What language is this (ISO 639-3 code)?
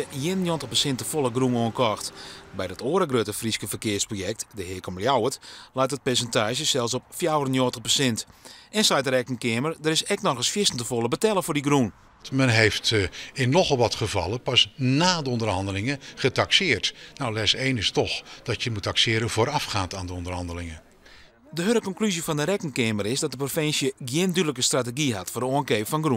fry